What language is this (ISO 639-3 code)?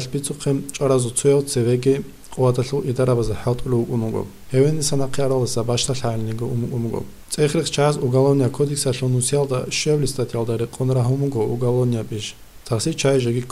ava